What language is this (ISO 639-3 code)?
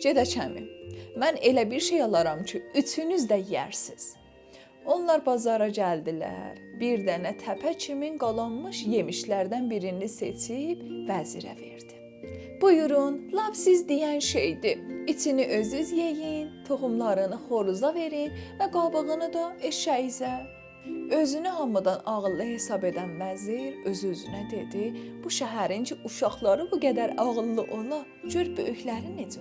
azb